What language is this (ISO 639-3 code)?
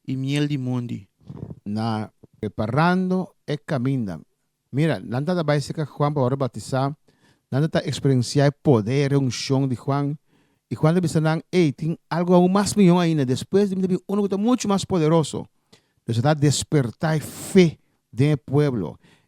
pap